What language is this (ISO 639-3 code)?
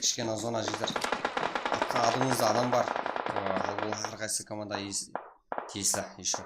kaa